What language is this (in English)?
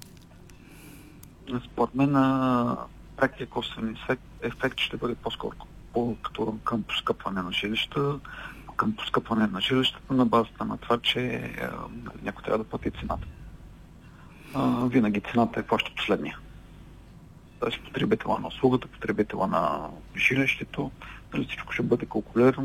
Bulgarian